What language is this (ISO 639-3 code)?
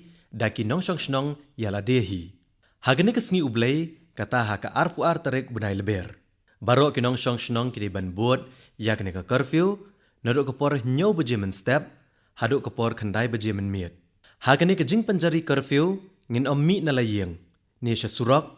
kha